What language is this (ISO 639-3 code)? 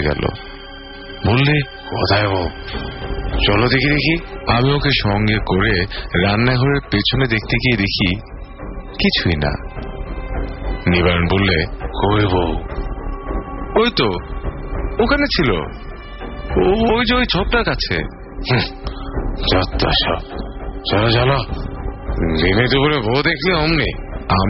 ben